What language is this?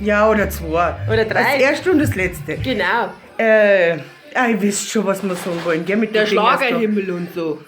Bavarian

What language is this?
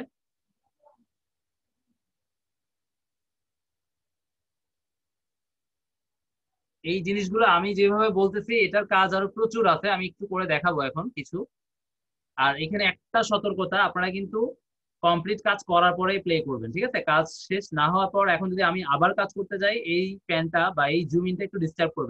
Bangla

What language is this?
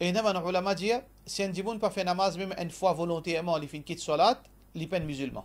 Morisyen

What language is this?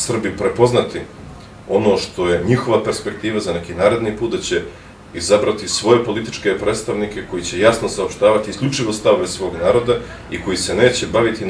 Bosnian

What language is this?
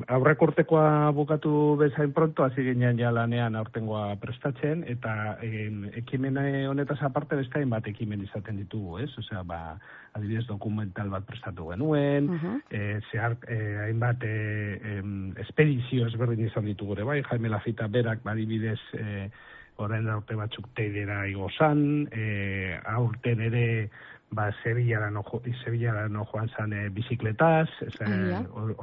Basque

